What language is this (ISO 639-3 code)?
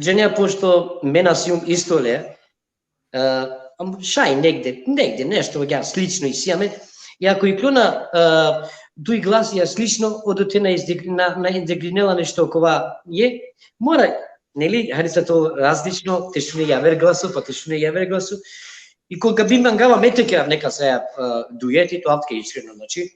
rmn